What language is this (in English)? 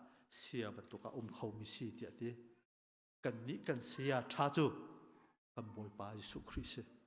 Hakha Chin